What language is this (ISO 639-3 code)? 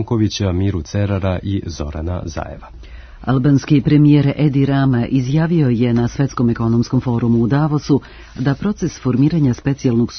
srp